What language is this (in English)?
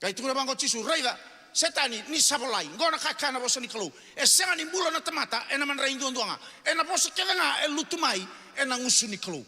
Fijian